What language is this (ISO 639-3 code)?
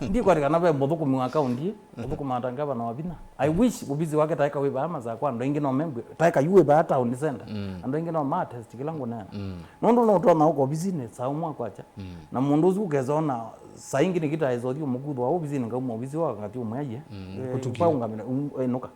kam